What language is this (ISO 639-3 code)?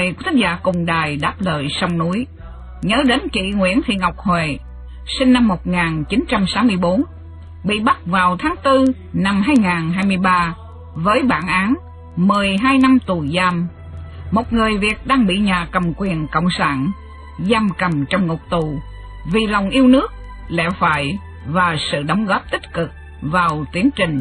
vie